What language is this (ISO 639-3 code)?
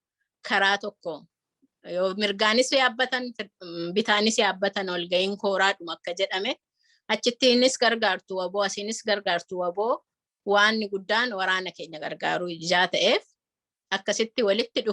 orm